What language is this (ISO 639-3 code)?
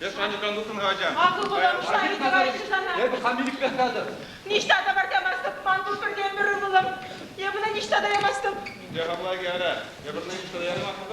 chv